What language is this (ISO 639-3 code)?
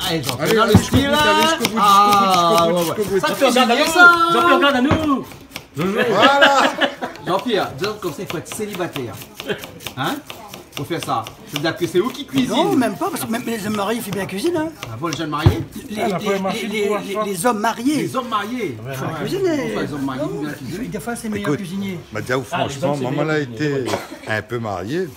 rcf